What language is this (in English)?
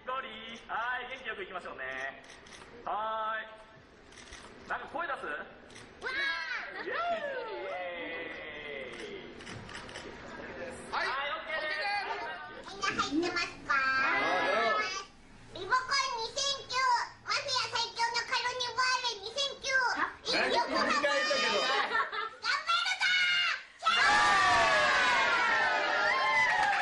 Japanese